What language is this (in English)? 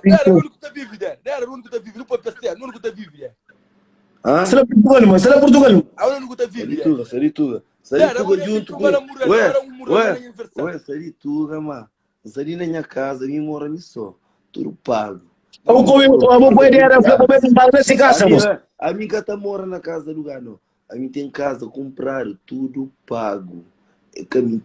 Kabuverdianu